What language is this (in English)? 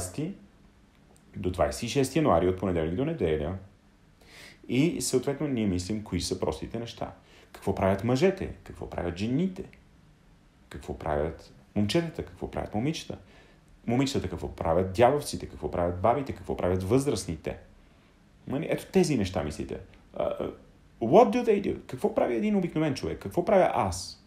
Bulgarian